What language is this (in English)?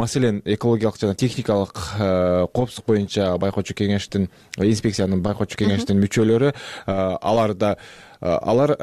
Kyrgyz